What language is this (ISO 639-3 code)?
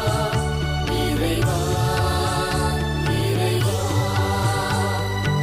tam